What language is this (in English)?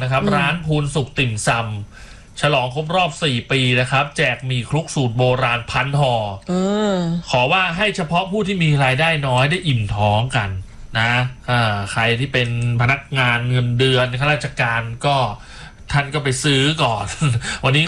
Thai